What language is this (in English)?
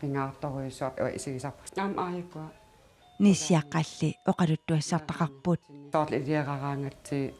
Kalaallisut